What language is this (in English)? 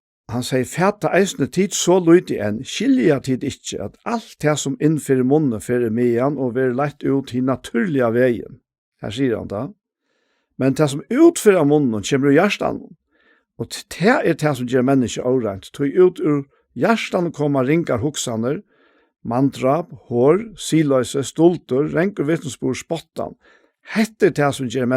Faroese